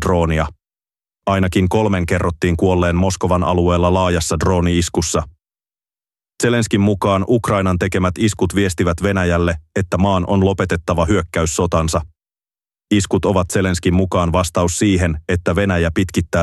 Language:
Finnish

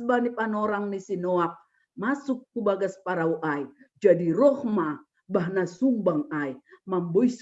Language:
Batak Simalungun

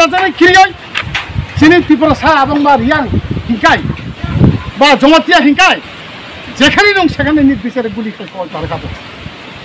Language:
Riang (India)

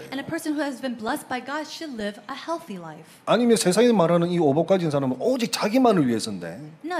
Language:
Korean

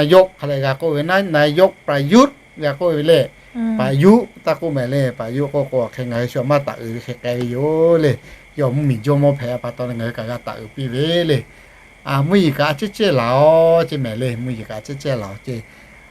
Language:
Lahu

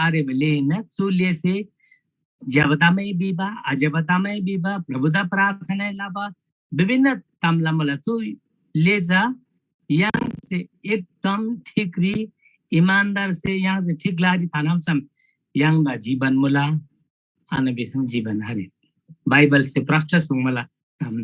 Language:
Eastern Tamang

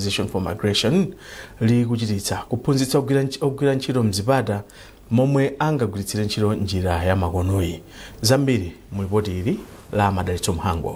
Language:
Nyanja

